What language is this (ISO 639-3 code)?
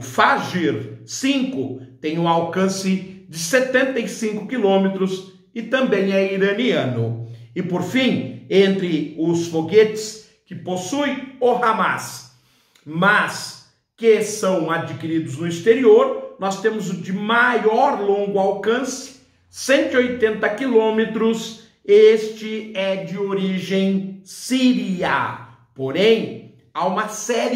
por